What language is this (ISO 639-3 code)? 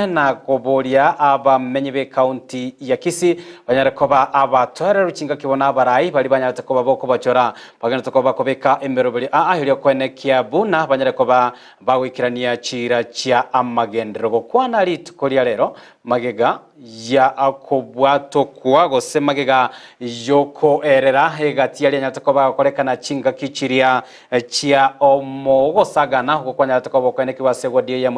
guz